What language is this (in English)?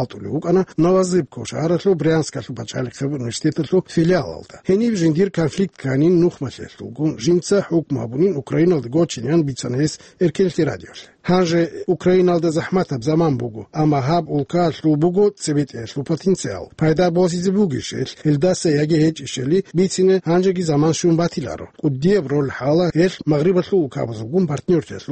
Avaric